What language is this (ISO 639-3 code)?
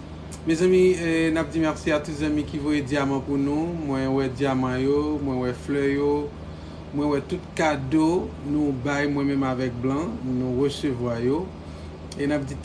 hat